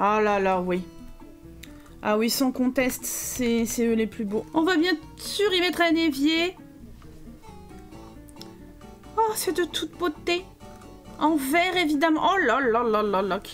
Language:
French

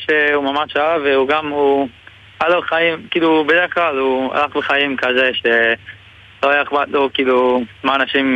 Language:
Hebrew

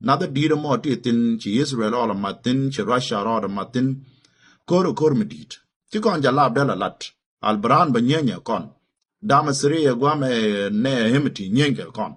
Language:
Nuer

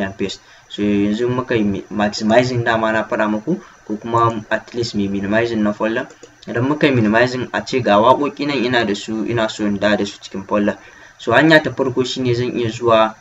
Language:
Hausa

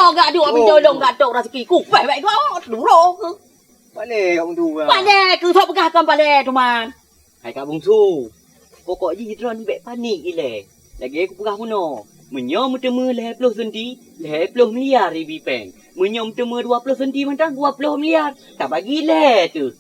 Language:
Achinese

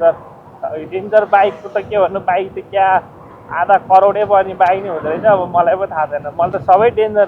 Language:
Nepali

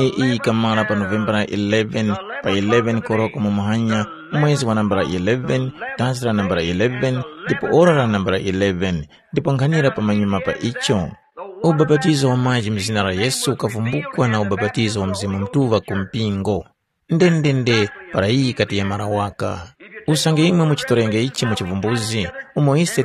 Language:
Tumbuka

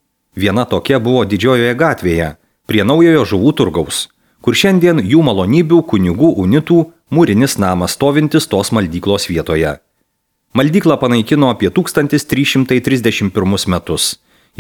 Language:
Lithuanian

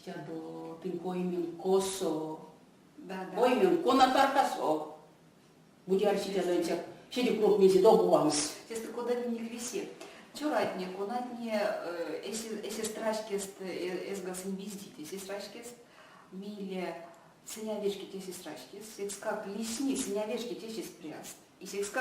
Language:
Erzya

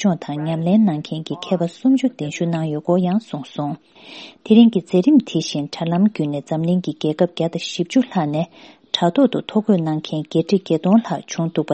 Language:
Tibetan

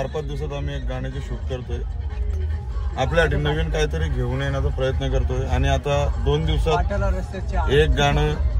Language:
Marathi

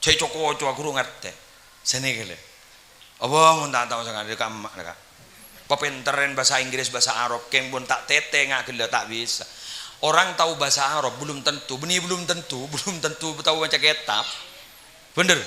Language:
Madurese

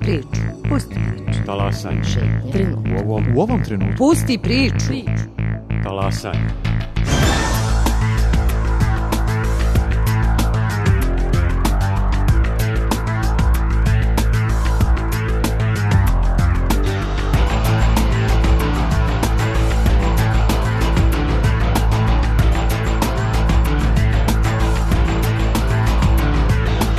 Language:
Serbian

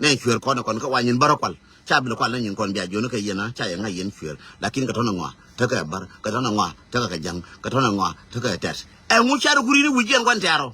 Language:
Nuer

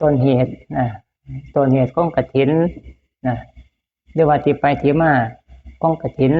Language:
Lao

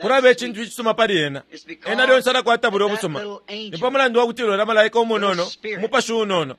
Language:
Bemba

